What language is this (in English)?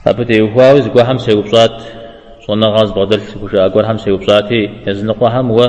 Kabardian